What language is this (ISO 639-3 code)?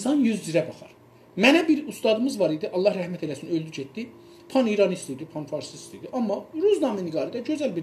azb